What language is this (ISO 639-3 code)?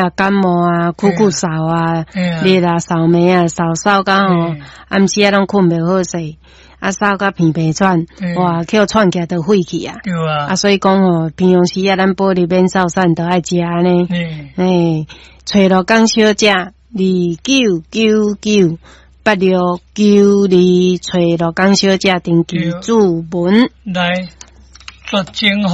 nan